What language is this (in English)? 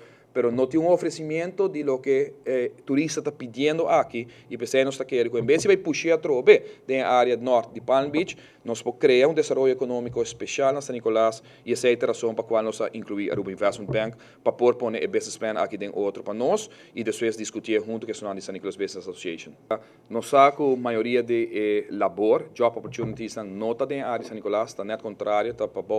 Papiamento